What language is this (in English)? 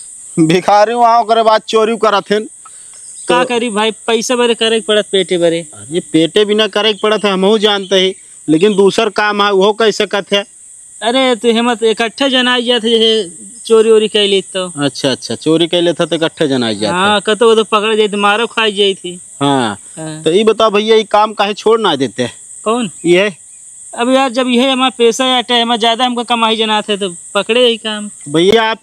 Awadhi